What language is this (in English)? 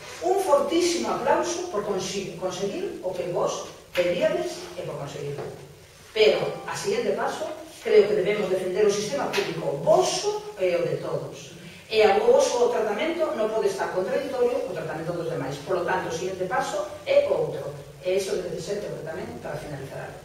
Galician